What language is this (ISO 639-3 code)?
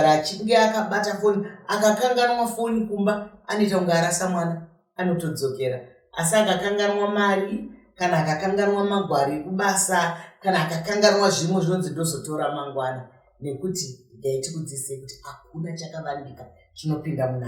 sna